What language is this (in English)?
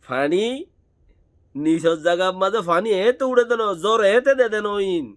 Rohingya